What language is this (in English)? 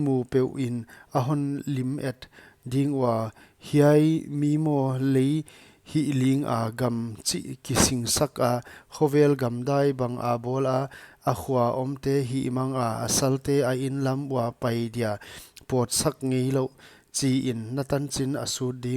Paite Chin